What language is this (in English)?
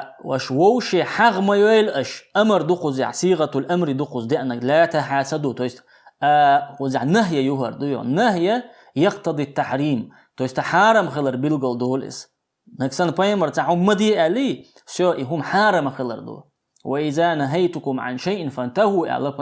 Chechen